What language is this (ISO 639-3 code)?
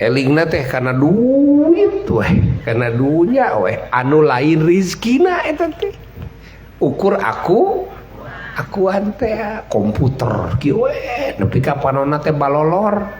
sun